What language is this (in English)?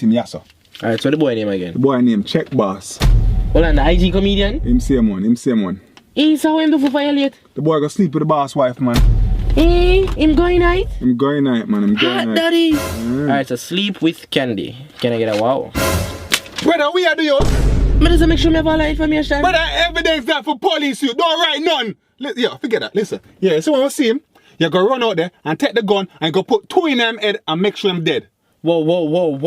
Jamaican Creole English